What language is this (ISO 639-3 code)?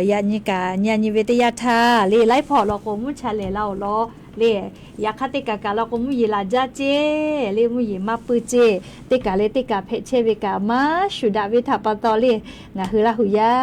lhu